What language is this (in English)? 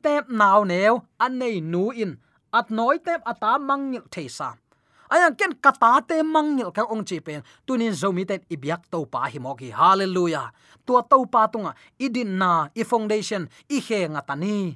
Tedim Chin